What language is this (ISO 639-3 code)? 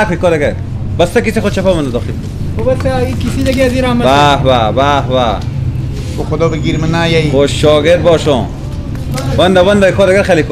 fas